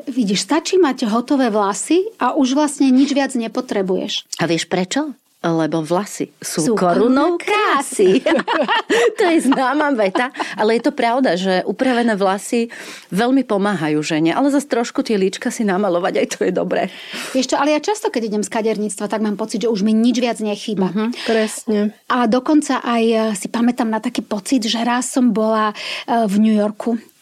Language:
Slovak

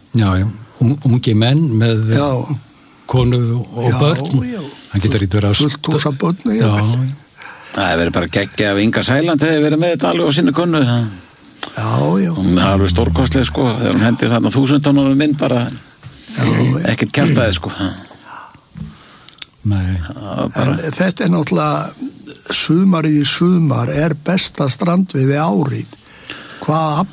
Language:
Icelandic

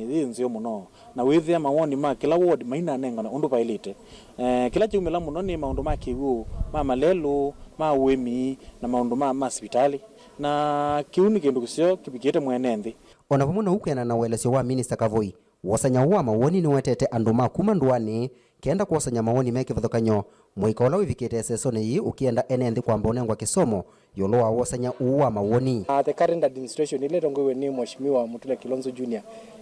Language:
Kamba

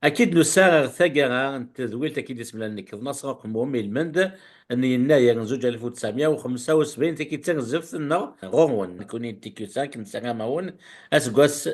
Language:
Kabyle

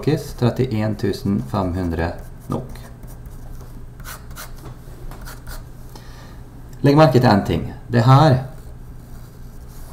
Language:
Norwegian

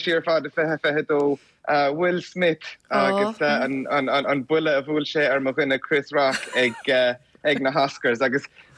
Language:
Irish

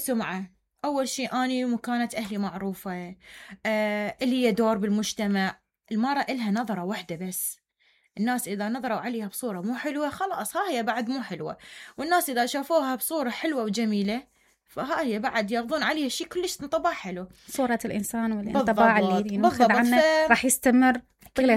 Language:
Mesopotamian Arabic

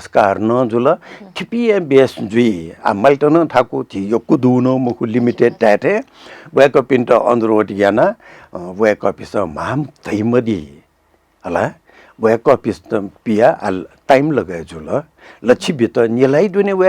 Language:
Newari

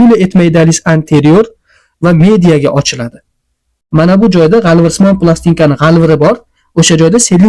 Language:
Uzbek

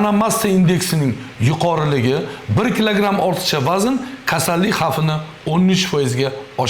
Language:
Uzbek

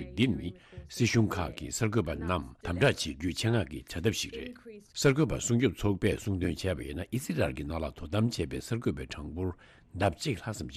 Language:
Tibetan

